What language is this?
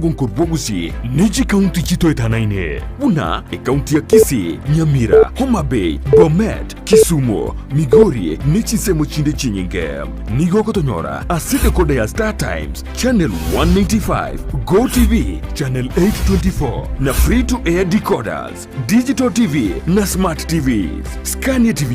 Gusii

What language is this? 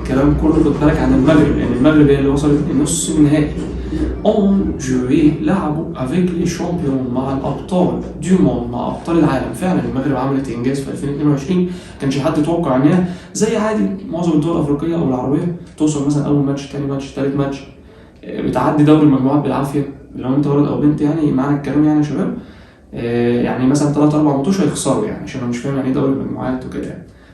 Egyptian Arabic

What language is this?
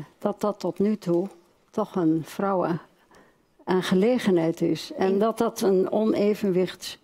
Dutch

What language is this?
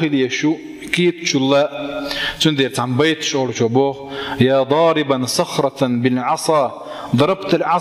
Chechen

